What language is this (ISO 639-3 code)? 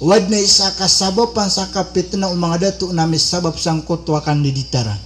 mrw